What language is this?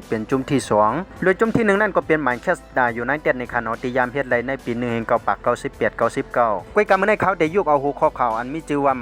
Shan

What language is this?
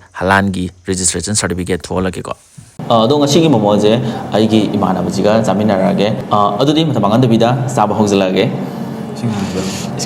Manipuri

